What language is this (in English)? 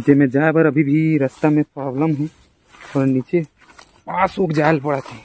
Chhattisgarhi